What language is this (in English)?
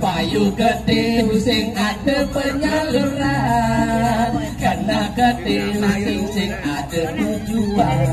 Balinese